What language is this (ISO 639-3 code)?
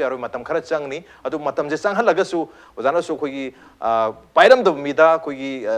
mni